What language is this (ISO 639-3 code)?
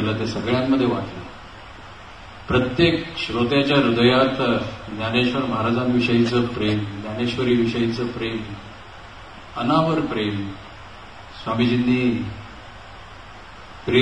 mar